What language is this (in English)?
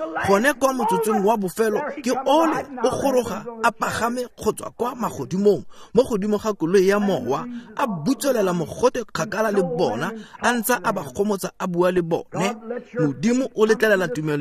Tswana